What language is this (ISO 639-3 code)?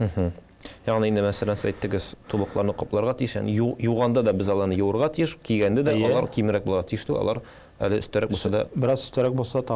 tat